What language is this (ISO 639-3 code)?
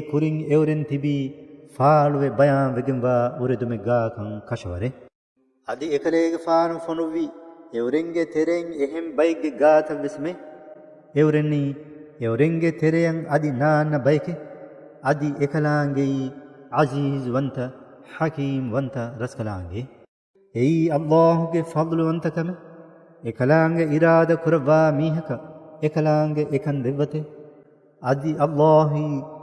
div